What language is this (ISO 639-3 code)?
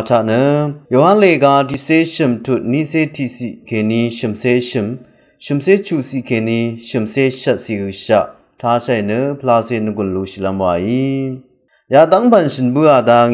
raw